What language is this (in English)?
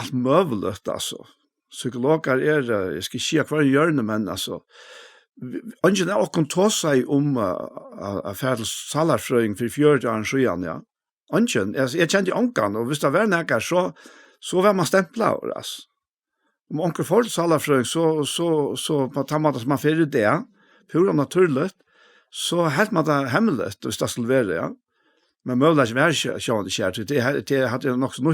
Faroese